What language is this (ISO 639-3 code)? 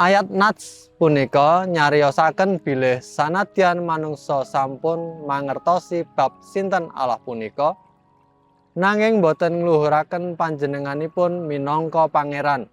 jav